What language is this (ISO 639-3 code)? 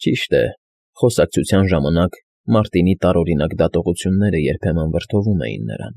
hye